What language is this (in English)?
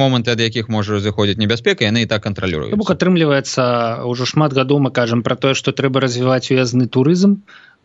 Belarusian